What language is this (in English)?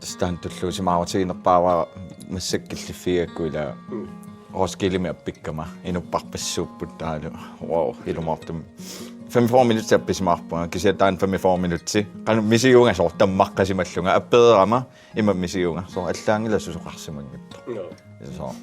Kalaallisut